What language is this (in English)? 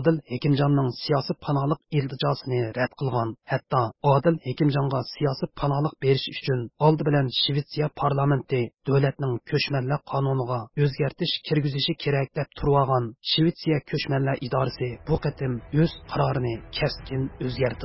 Uyghur